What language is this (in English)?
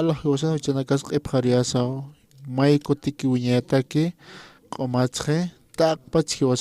Aymara